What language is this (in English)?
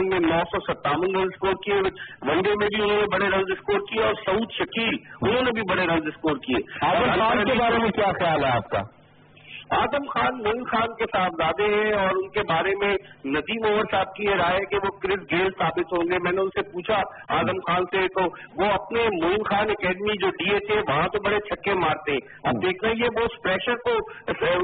Urdu